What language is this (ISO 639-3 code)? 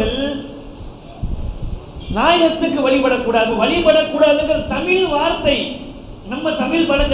tam